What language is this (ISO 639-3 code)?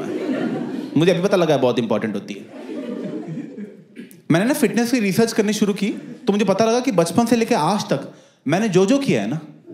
hin